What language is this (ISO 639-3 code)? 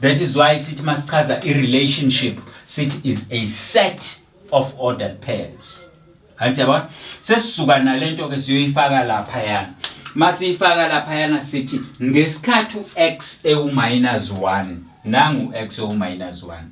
zul